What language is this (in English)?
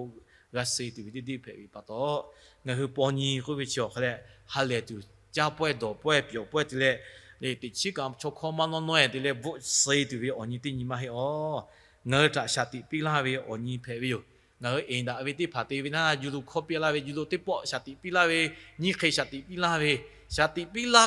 Lahu